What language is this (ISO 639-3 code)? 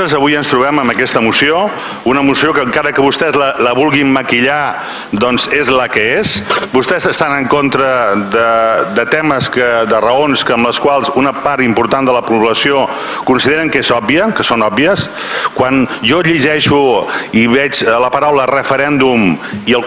cat